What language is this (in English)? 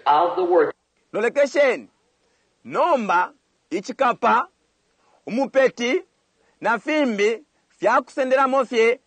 Bemba